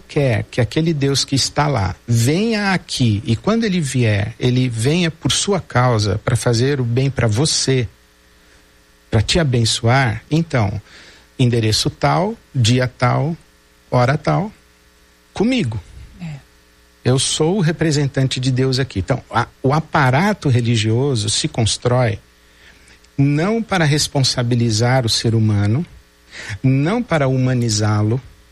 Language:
Portuguese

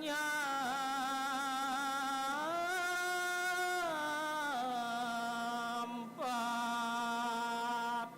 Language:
Balinese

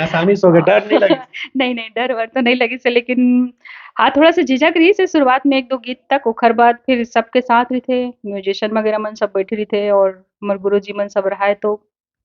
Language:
Chhattisgarhi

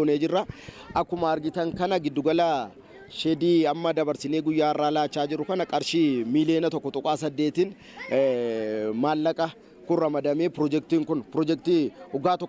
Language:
Oromo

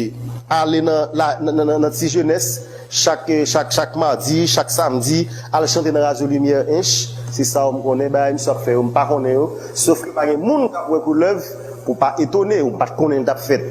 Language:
Haitian Creole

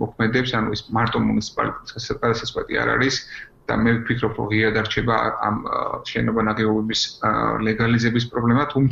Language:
Georgian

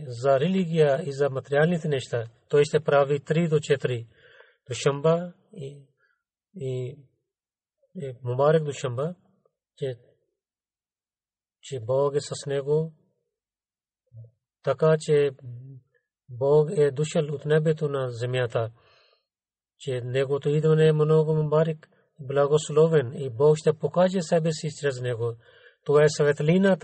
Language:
Bulgarian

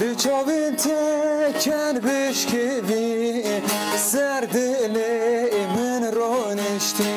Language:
Kurdish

